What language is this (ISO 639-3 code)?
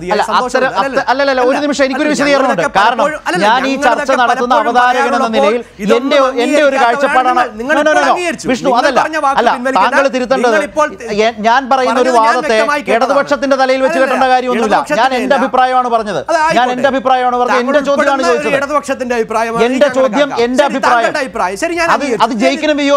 mal